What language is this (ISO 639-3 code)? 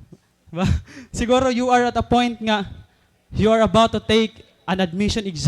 war